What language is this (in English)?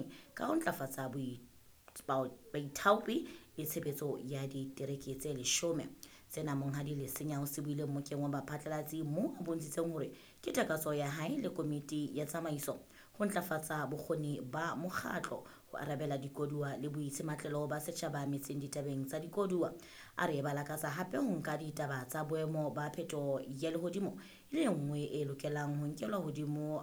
Southern Sotho